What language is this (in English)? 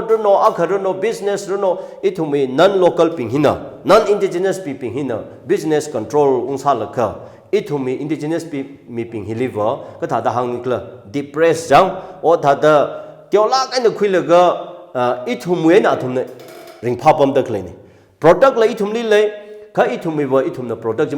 Tangkhul Naga (India)